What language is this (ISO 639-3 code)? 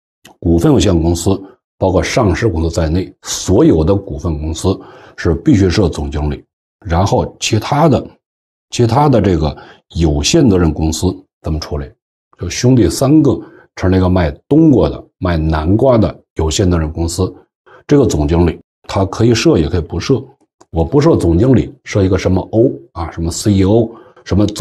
zho